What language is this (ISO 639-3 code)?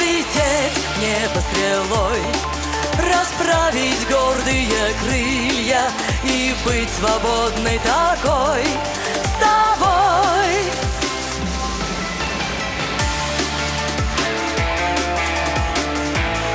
rus